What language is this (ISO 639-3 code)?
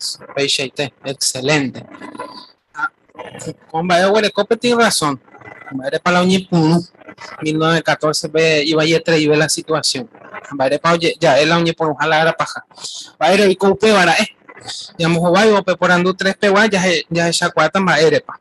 grn